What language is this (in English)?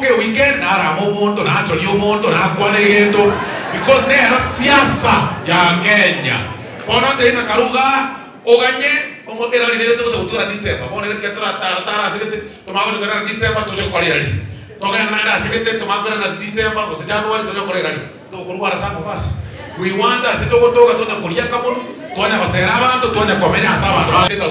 Gusii